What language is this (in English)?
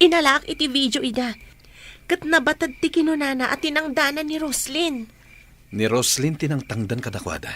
Iloko